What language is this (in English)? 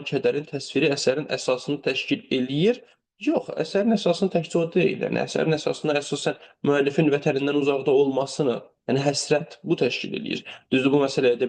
Azerbaijani